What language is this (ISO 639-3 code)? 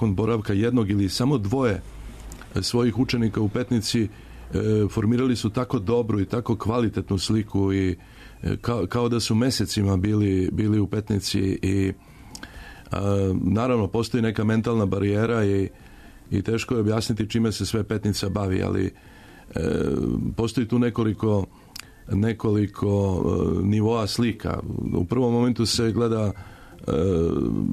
srp